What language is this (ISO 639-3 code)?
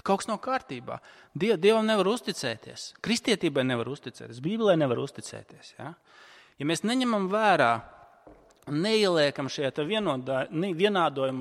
lav